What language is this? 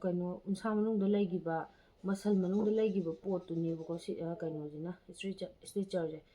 Manipuri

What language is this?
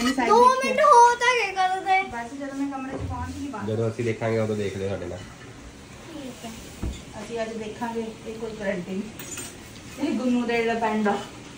Punjabi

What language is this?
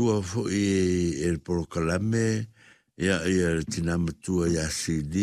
Samoan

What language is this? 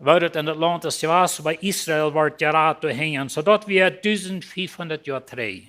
Plautdietsch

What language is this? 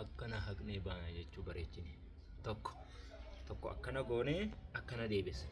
Oromo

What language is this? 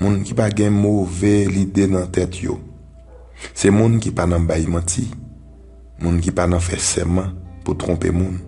Haitian Creole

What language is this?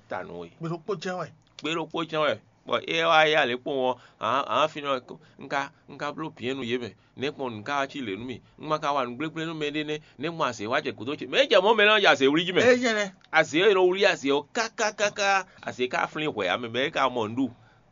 Fon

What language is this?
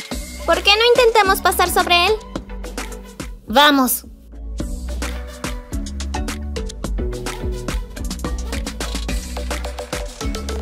Spanish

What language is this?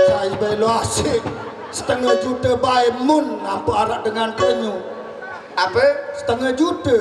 Sasak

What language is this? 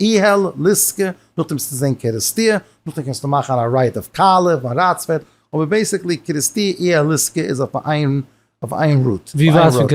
Yiddish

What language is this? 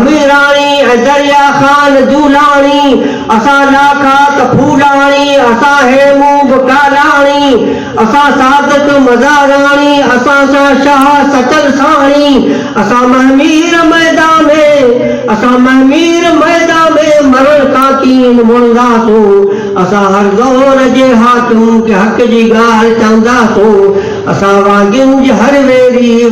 Sindhi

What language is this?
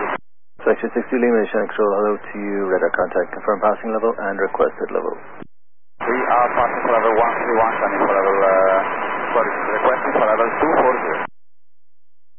English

